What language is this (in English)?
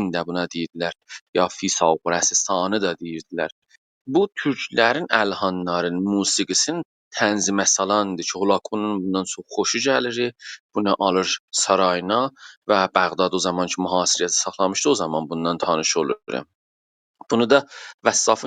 South Azerbaijani